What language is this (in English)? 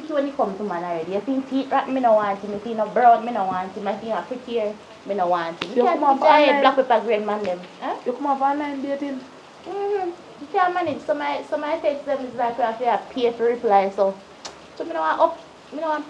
Jamaican Creole English